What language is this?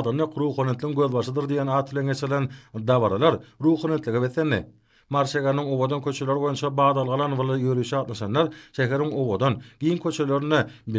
Turkmen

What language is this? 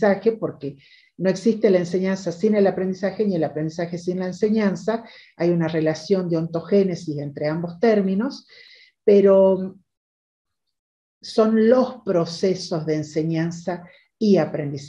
Spanish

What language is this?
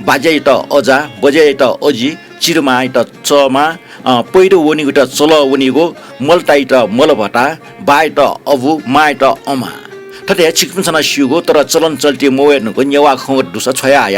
Newari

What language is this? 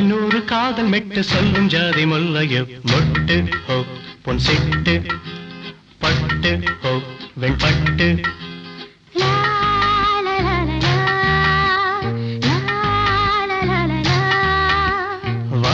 Tamil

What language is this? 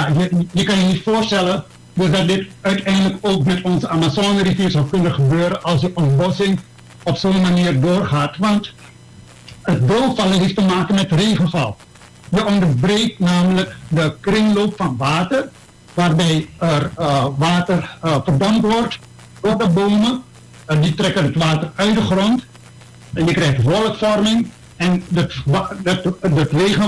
Dutch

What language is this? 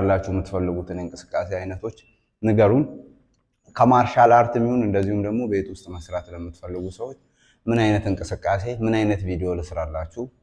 Amharic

